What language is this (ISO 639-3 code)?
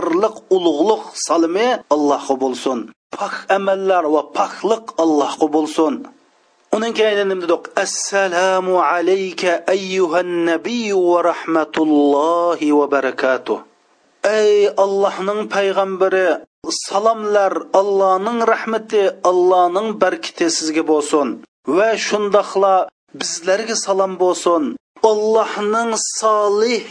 uig